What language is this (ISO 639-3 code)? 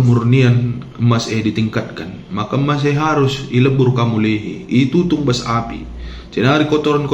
btx